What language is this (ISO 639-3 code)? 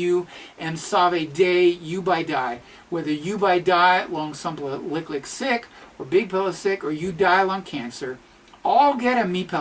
tpi